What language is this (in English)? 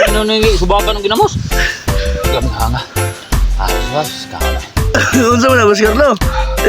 Cebuano